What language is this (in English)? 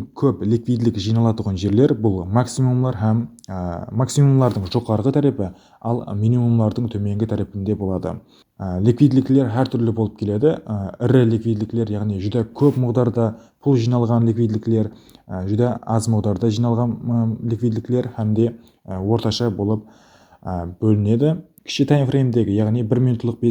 Kara-Kalpak